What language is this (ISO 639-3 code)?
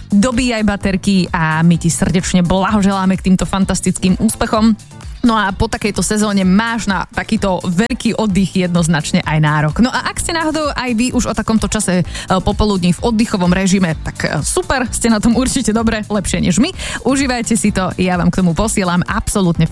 slk